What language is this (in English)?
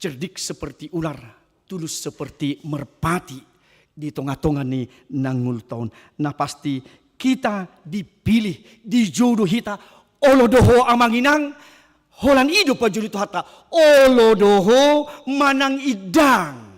Batak Toba